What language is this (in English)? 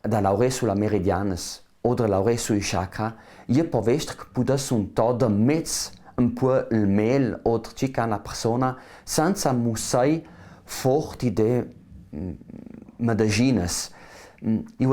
Ladin